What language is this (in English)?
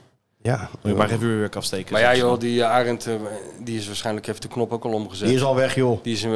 Dutch